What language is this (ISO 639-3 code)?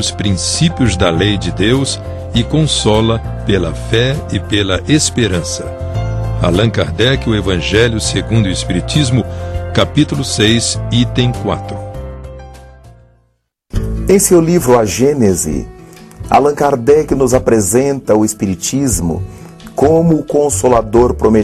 por